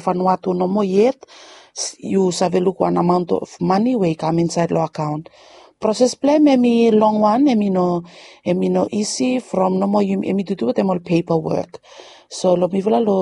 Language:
Bislama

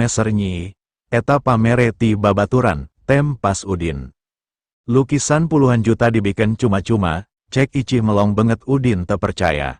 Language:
Sundanese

